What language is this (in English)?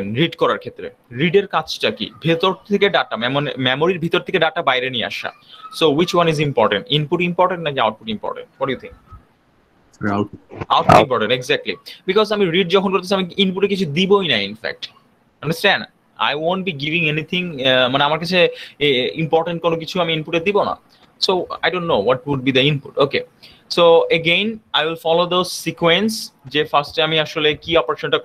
Bangla